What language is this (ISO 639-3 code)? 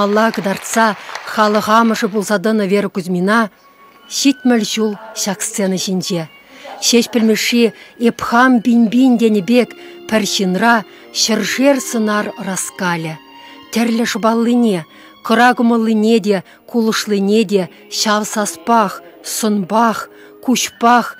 chv